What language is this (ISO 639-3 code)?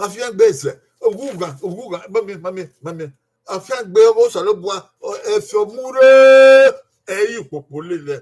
bin